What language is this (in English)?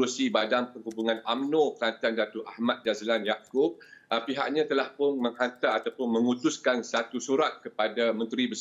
Malay